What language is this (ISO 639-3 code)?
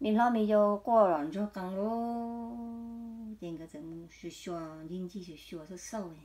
hmn